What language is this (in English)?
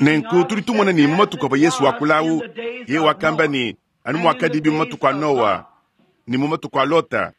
Luba-Lulua